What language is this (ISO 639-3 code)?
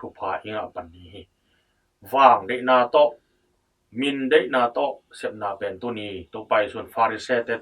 ctd